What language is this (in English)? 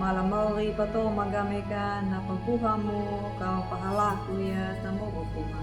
Anakalangu